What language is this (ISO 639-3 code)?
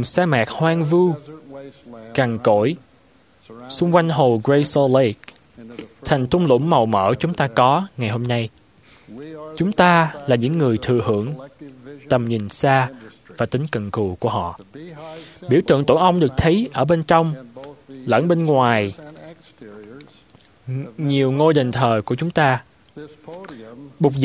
vie